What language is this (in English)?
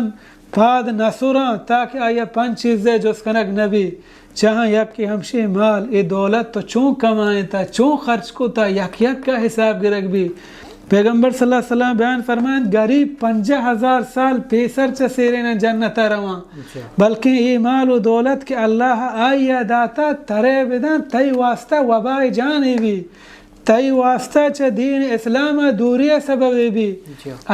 Baluchi